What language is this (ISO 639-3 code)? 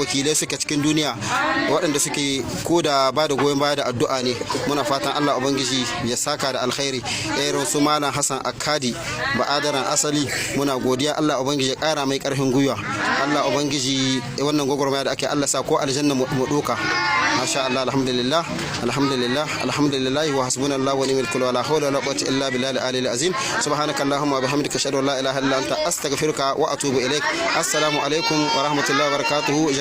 hau